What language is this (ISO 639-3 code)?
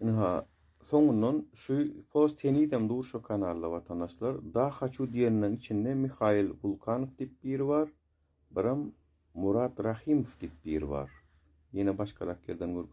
tuk